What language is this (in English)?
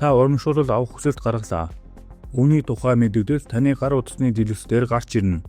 Mongolian